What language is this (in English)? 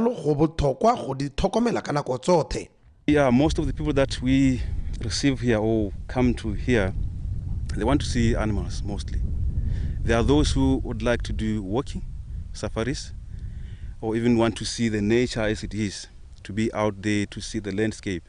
Tswana